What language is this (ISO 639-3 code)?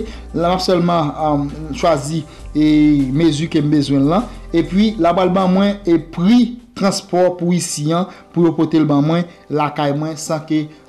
hat